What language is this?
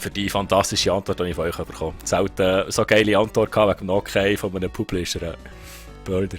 Swiss German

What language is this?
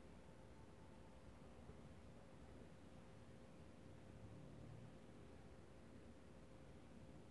Portuguese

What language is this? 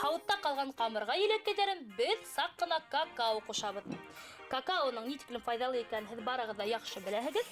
Bashkir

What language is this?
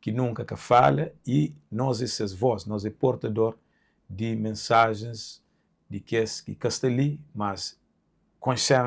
Kabuverdianu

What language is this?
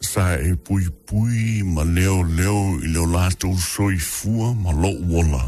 Samoan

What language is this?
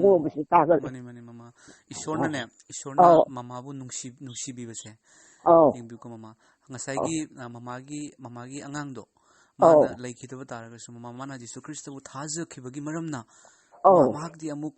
Manipuri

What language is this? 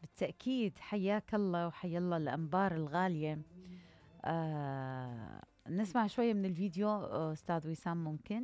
Mesopotamian Arabic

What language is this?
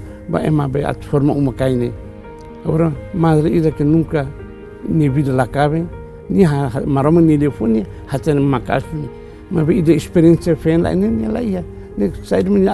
Tetum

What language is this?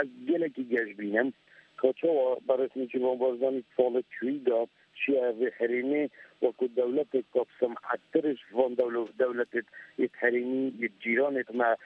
Kurdish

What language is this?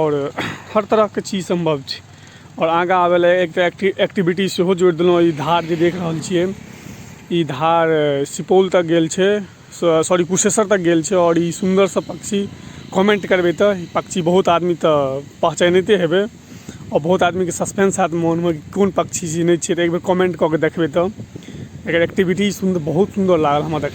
Maithili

